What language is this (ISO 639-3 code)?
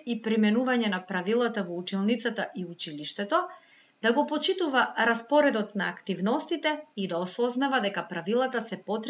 mkd